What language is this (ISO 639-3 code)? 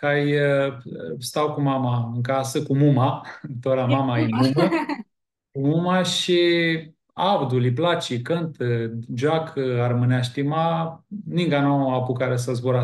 rup